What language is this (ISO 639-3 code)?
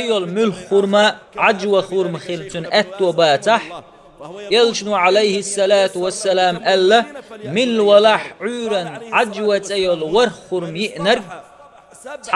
che